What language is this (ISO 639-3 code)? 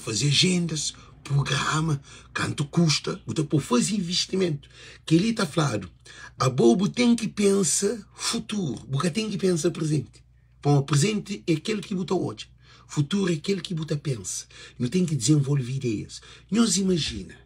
kea